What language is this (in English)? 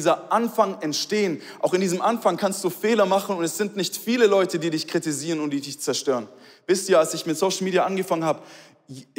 Swiss German